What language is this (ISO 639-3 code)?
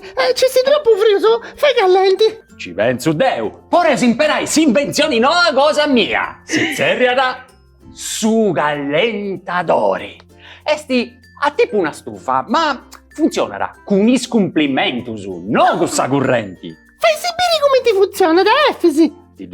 srd